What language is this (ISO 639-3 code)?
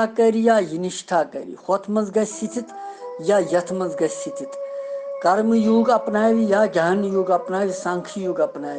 kas